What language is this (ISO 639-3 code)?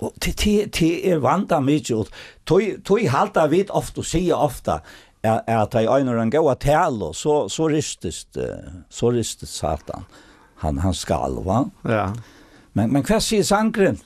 fao